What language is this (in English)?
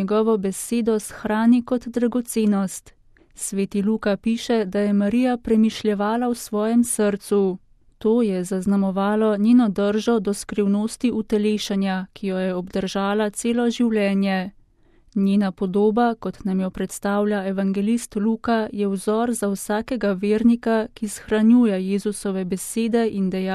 Slovenian